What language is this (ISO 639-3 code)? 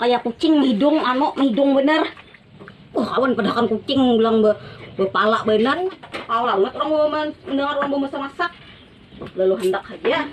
bjn